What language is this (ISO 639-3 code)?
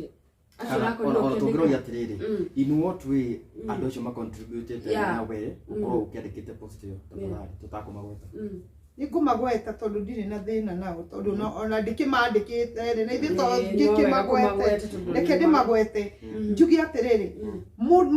kik